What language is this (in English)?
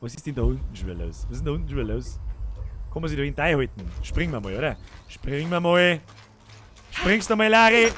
Bavarian